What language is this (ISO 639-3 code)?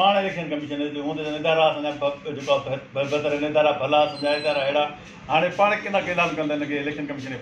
snd